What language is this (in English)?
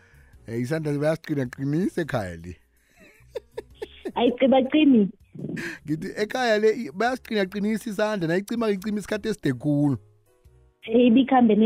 South Ndebele